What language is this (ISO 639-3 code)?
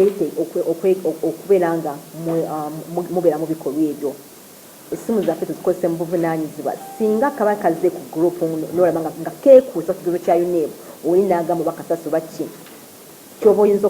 lug